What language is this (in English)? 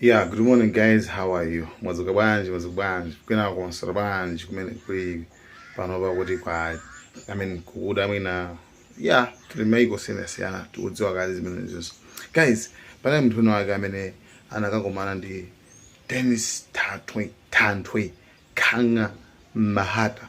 Nyanja